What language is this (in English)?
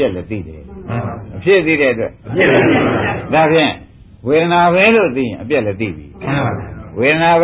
Burmese